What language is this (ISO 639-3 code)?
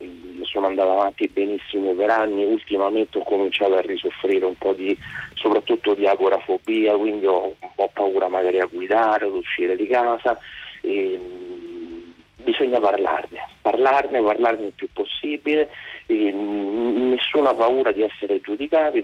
ita